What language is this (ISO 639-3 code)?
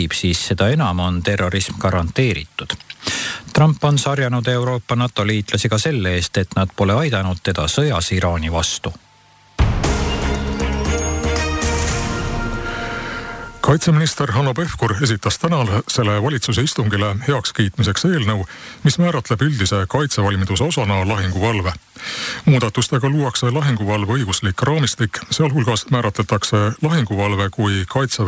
est